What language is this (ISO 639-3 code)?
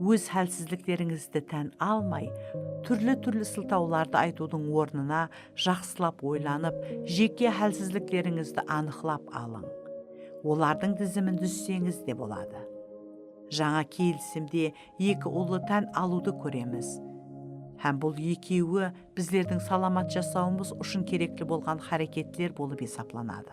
kaa